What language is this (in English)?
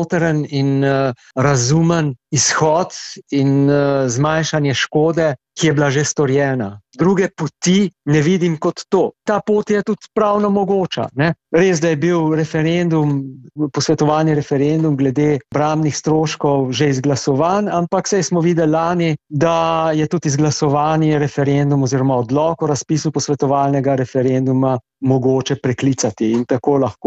Slovenian